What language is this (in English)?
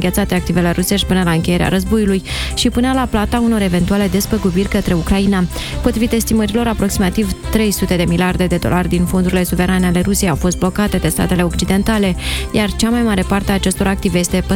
Romanian